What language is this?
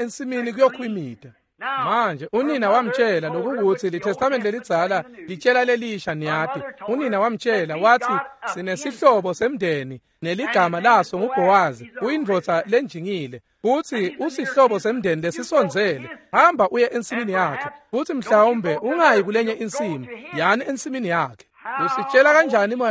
Swati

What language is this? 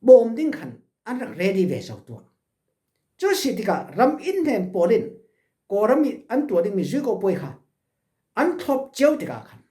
Falam Chin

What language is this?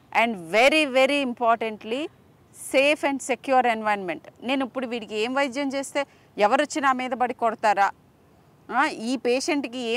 Telugu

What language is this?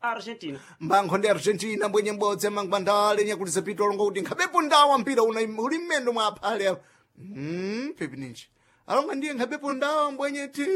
Sena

